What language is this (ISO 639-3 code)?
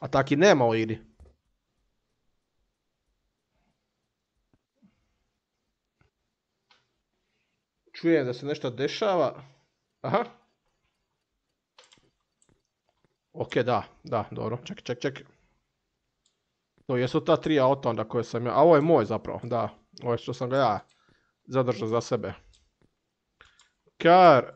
hrv